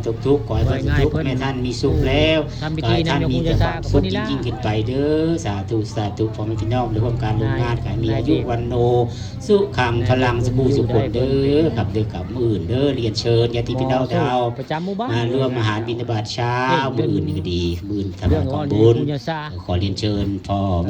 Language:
Northeastern Thai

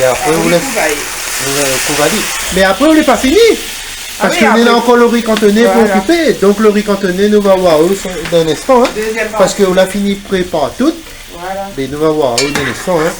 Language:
Réunion Creole French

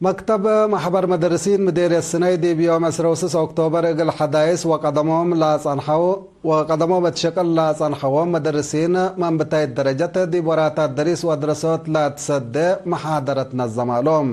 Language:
Tigre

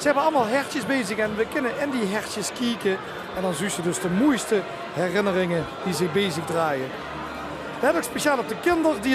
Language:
Limburgish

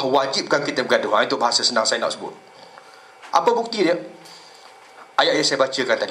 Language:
Malay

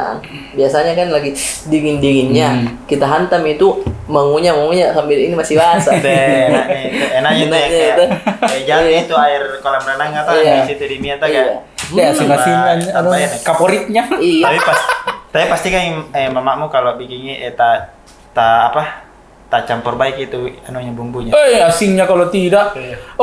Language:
Makassar Malay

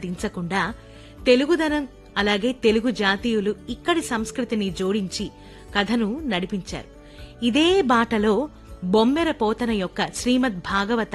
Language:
Telugu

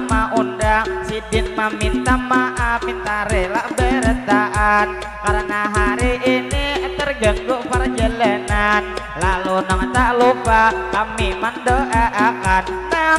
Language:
Banjar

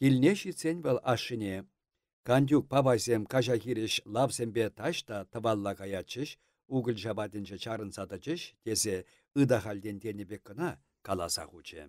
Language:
Chuvash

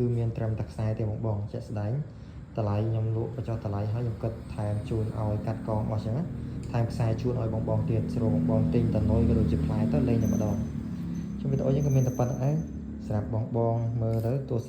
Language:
Khmer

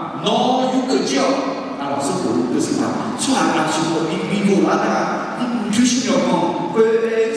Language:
Akha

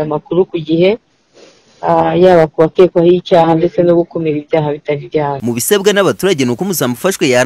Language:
Kinyarwanda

